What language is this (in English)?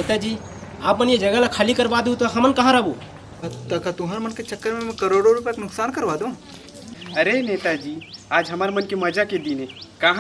Chhattisgarhi